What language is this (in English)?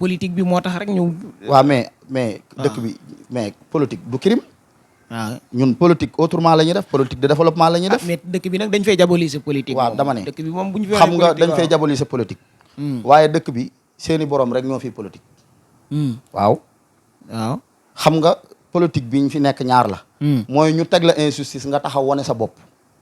Wolof